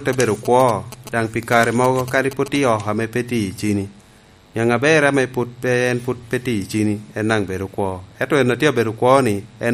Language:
Lango (Uganda)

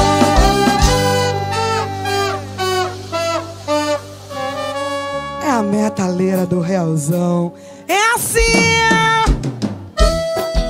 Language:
Portuguese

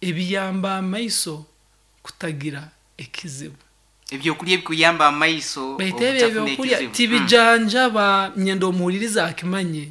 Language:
Nyankole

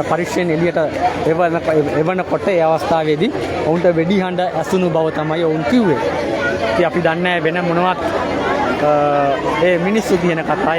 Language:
Sinhala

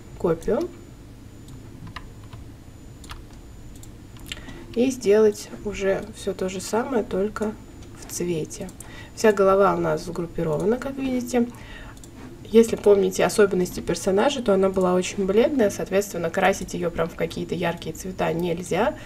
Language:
Russian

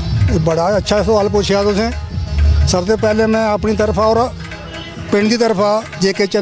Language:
Dogri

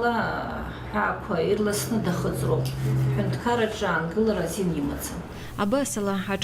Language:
Abkhazian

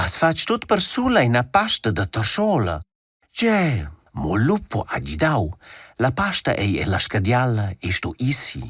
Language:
Romansh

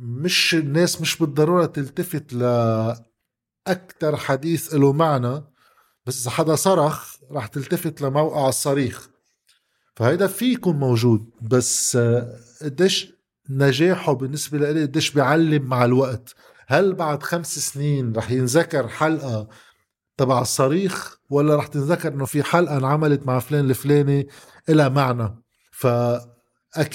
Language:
North Levantine Arabic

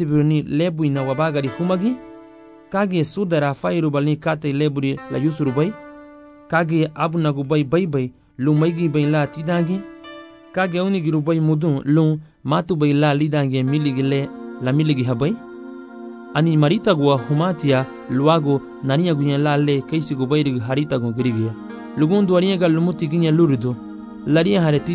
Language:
Garifuna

